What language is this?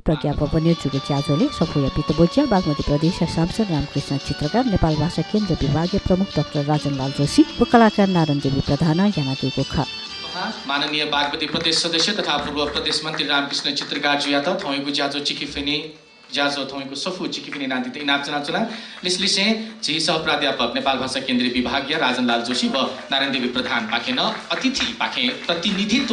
Newari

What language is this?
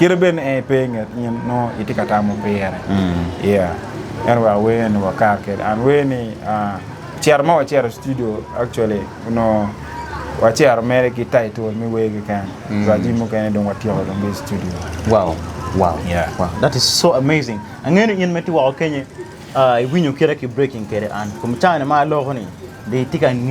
Acoli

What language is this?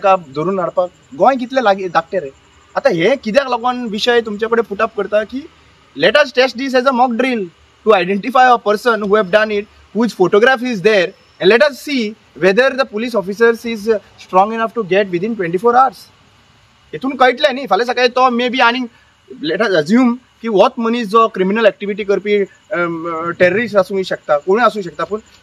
Konkani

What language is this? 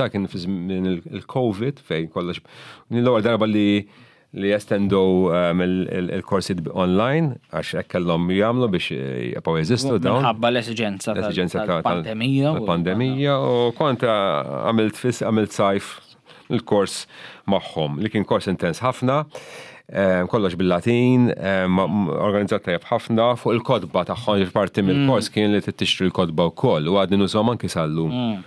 Maltese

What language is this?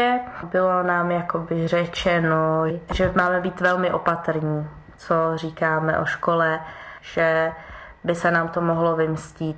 Czech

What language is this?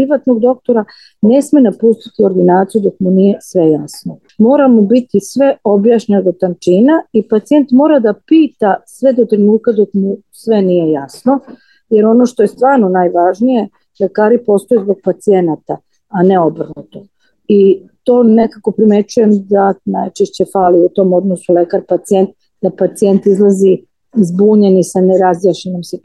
Serbian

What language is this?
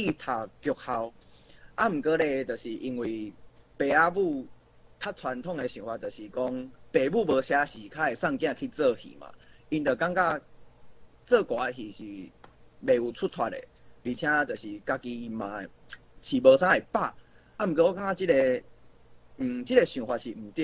Min Nan Chinese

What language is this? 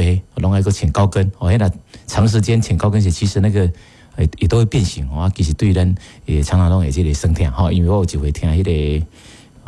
Min Nan Chinese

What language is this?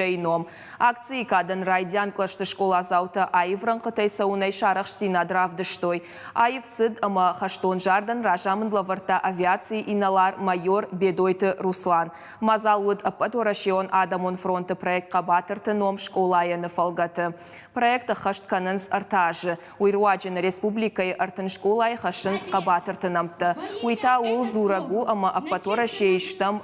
Ossetic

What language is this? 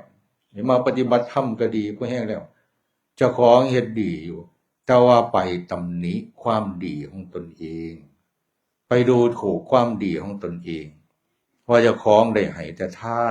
Northeastern Thai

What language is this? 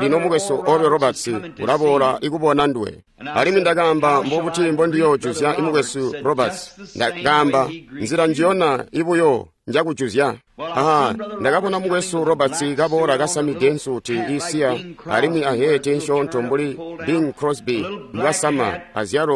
Tonga (Zambia)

